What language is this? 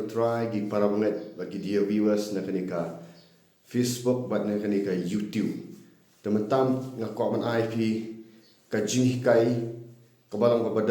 Khasi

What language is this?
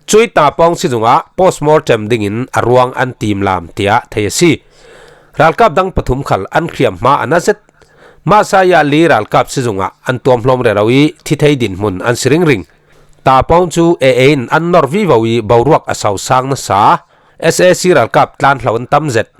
Falam Chin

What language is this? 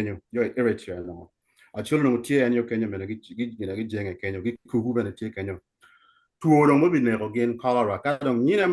Acoli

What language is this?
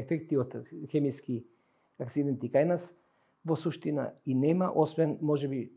Macedonian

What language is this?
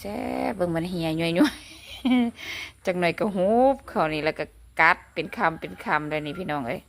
Lao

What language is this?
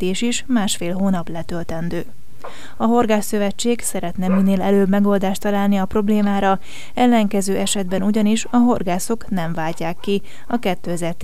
Hungarian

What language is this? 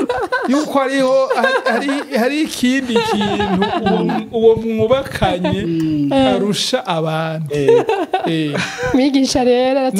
Rundi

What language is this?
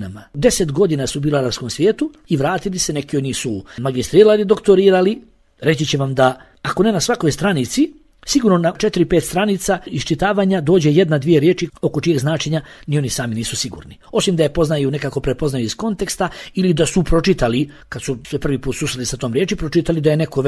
Bosnian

